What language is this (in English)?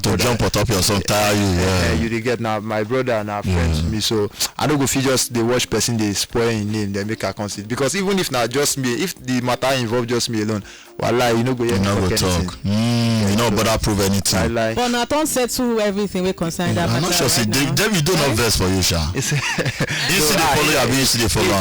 Nigerian Pidgin